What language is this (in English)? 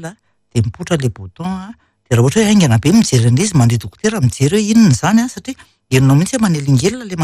Malagasy